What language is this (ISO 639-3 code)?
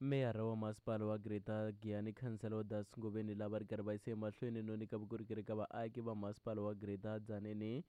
tso